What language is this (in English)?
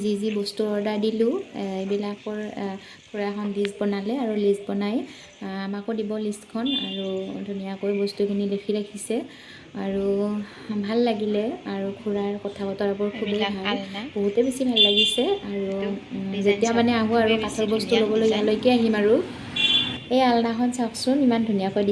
Assamese